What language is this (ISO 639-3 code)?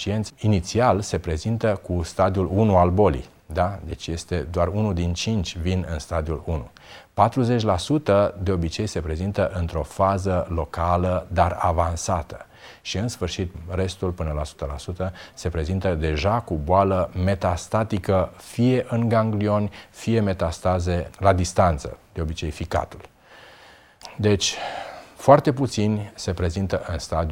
ron